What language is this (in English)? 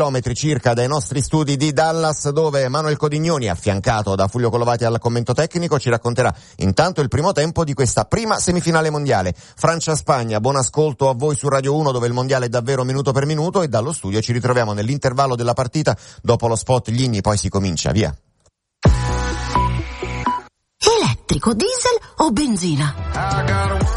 Italian